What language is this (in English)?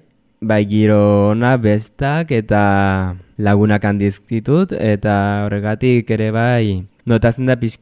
Basque